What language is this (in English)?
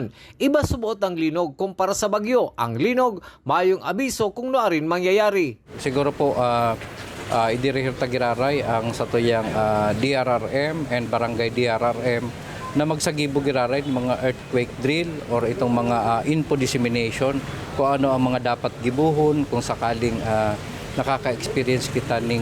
Bikol